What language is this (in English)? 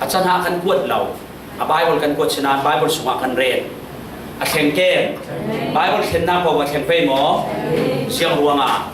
Falam Chin